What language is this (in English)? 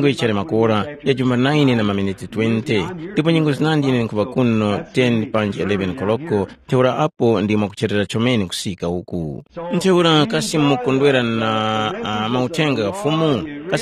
Tumbuka